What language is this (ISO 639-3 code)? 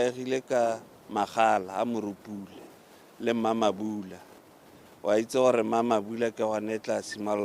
tsn